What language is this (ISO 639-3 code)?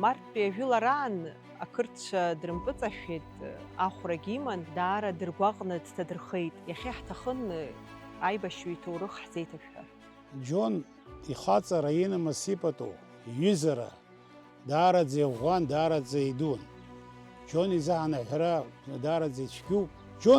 abk